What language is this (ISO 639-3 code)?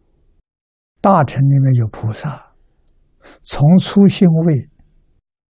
zho